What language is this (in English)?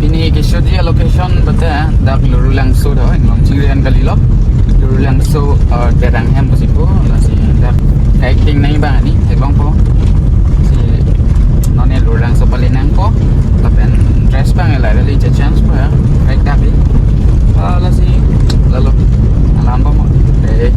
Karbi